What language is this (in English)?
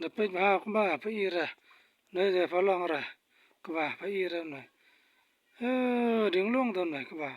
Khasi